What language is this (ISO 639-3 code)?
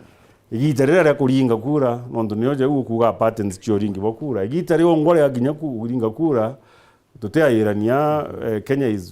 mer